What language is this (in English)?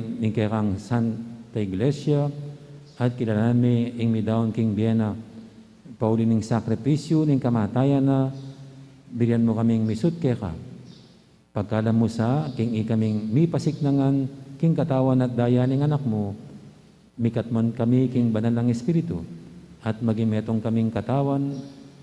Pampanga